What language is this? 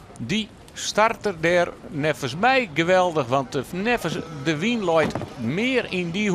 Western Frisian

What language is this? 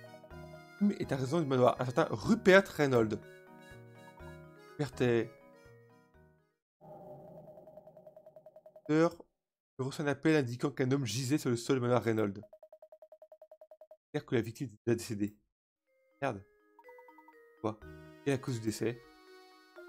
French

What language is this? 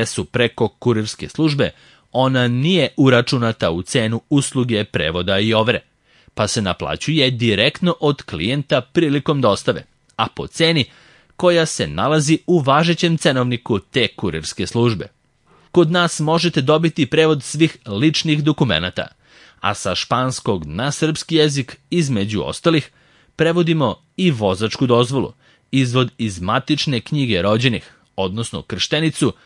Serbian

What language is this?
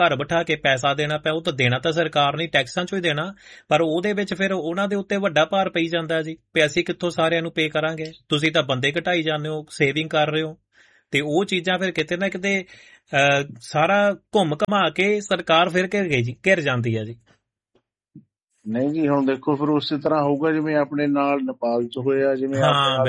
Punjabi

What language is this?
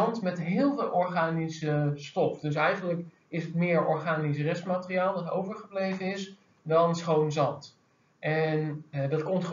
Dutch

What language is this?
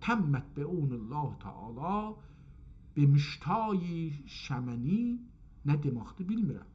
South Azerbaijani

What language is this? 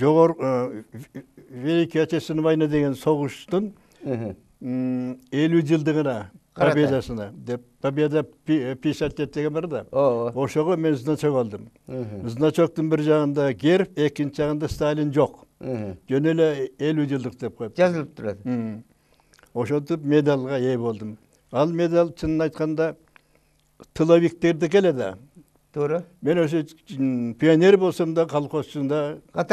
Kyrgyz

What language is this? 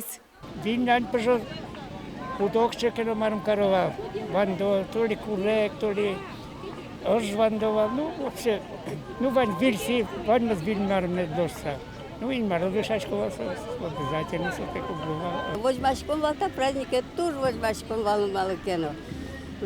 Udmurt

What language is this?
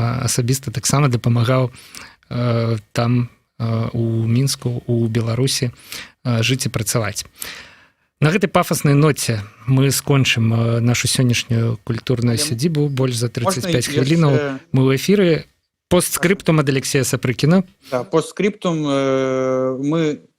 Belarusian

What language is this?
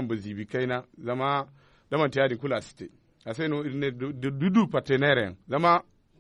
Zarma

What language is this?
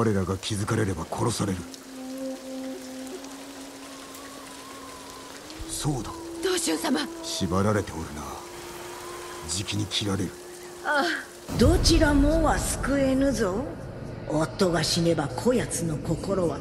Japanese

